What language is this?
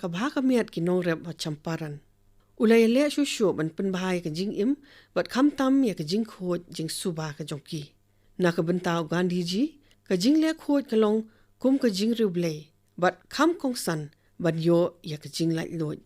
Khasi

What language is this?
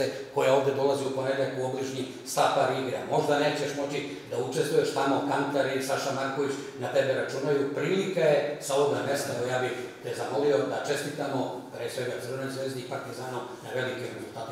Serbian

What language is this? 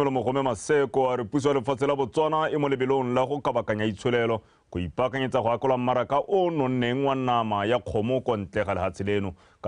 Tswana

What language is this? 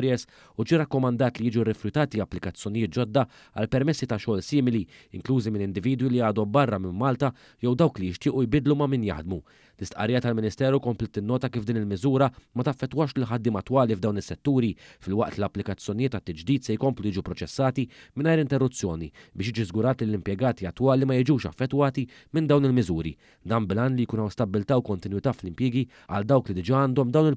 Maltese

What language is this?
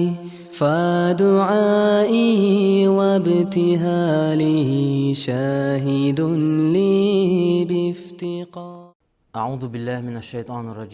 Chechen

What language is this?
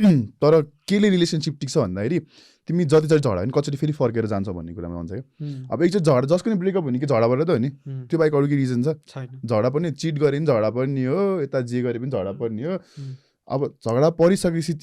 Nepali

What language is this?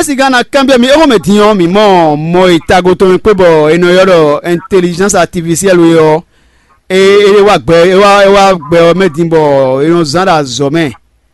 Fon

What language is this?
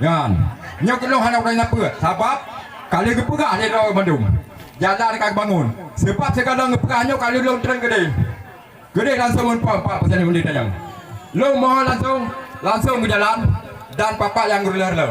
Achinese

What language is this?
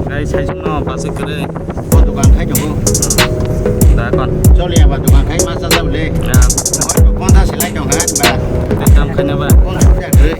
Kok Borok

